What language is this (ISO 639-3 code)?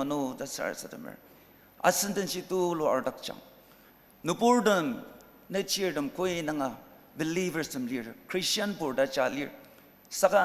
njo